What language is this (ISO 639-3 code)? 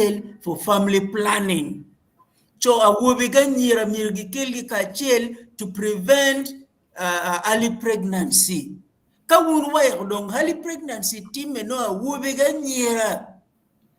ach